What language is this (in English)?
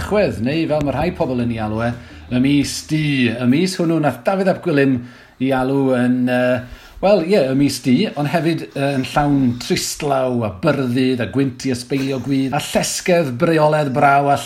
Welsh